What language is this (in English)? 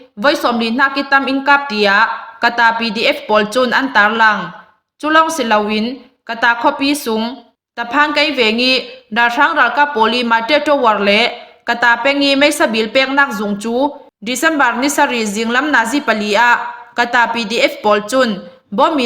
Hakha Chin